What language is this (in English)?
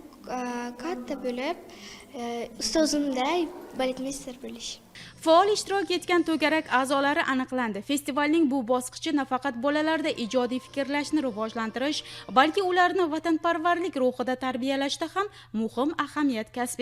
Uzbek